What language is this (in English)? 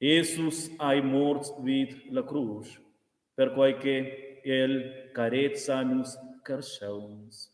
Romansh